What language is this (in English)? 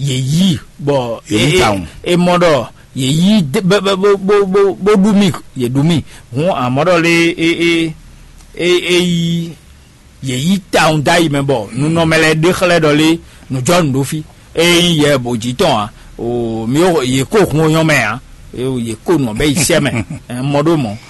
Fon